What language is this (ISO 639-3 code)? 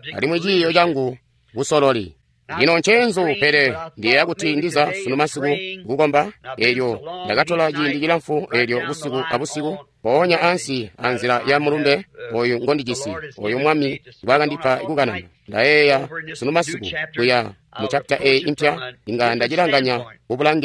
toi